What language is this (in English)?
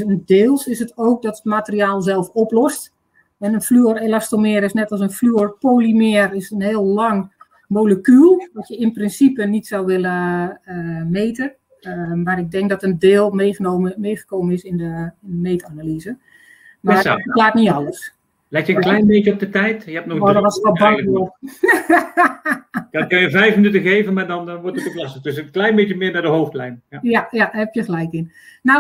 Dutch